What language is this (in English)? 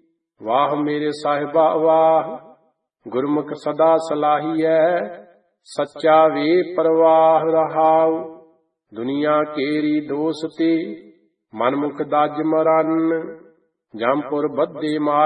Punjabi